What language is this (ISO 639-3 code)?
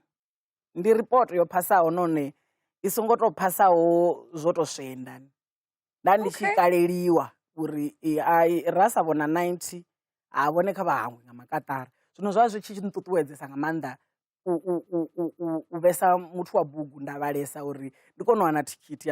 ven